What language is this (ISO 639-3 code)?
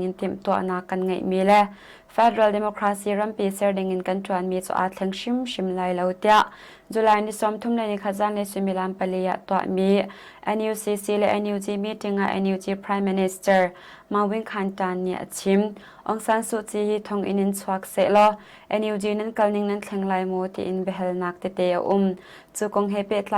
cnh